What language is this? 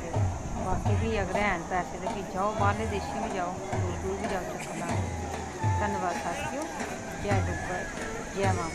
Dogri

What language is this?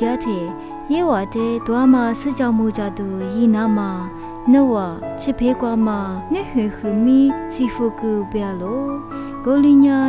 Lisu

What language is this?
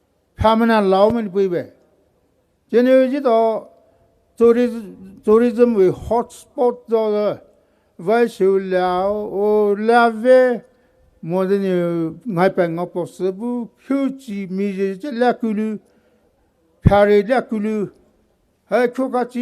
Poumei Naga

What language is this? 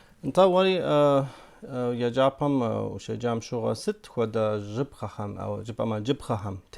Kabardian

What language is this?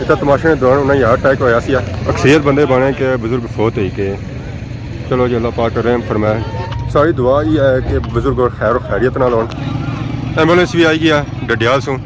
Pahari-Potwari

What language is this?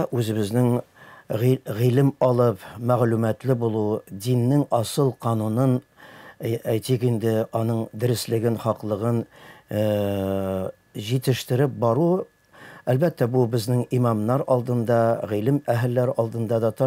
Tatar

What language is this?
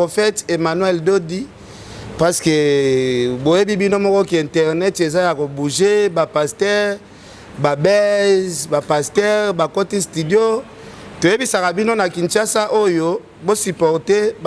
Lingala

